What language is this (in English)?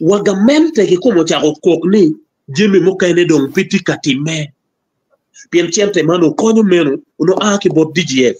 Acoli